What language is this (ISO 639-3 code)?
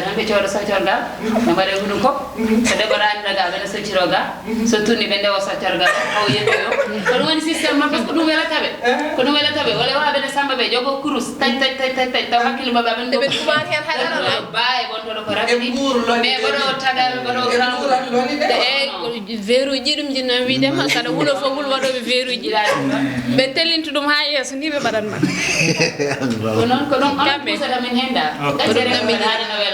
ful